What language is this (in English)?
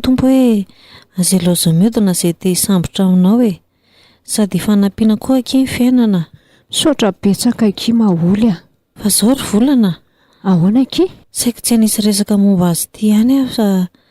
Malagasy